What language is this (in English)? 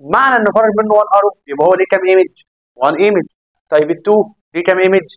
Egyptian Arabic